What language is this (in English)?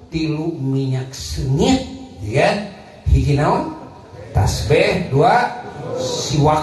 Sundanese